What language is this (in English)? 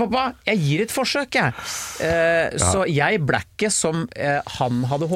Norwegian